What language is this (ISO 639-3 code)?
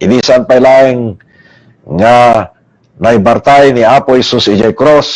ilo